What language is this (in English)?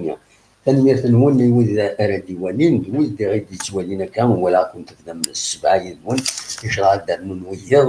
Kabyle